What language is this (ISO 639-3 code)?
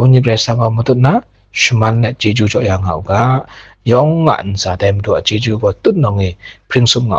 kac